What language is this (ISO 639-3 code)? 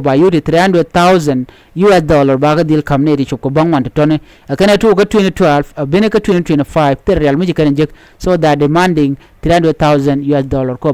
nus